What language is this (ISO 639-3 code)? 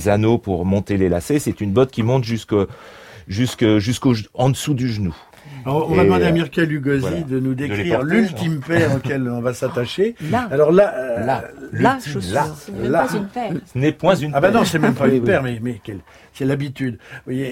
fra